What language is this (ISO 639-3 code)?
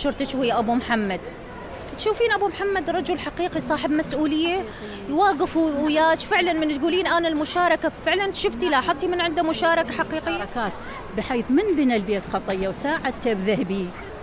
acm